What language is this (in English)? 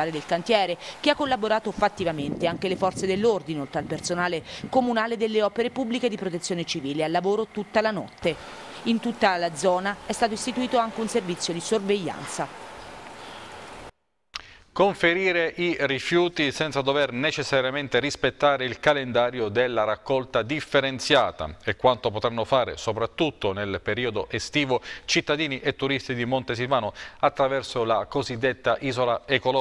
Italian